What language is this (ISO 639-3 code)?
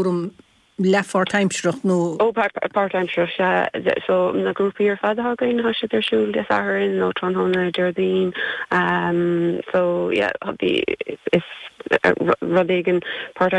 gle